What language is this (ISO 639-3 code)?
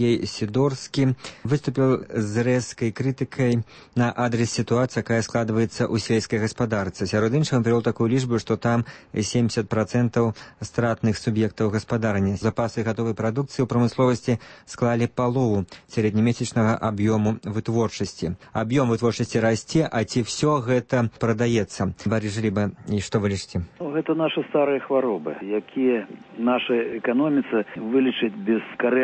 bel